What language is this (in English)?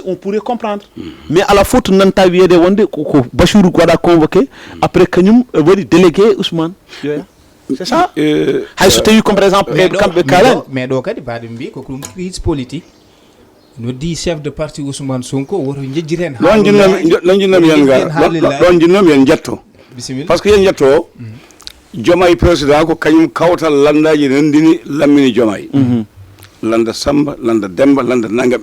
Fula